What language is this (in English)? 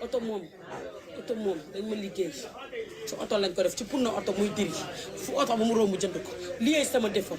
Wolof